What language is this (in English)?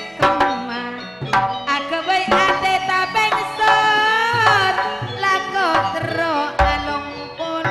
Madurese